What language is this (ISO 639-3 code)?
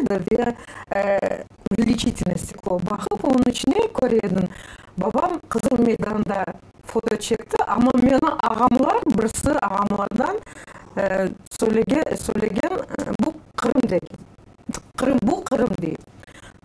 crh